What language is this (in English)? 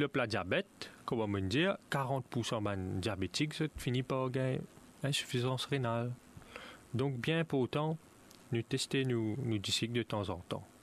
Morisyen